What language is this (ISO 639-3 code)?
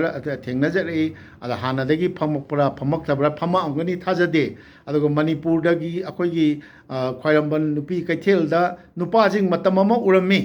mni